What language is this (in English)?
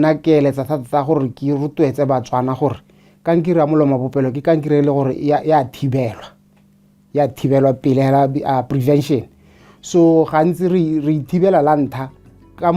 Tswana